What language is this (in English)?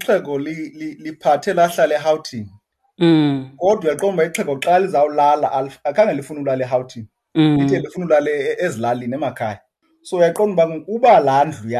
Xhosa